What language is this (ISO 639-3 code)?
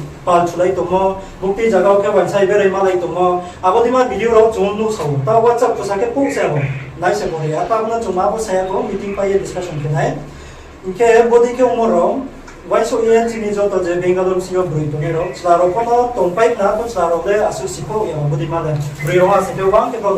ria